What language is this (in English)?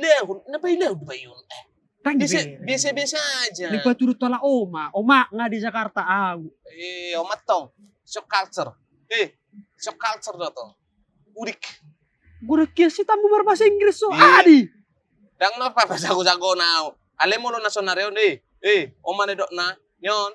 Batak Toba